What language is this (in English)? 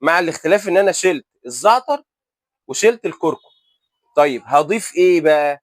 Egyptian Arabic